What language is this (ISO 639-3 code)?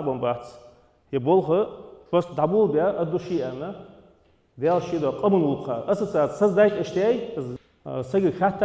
inh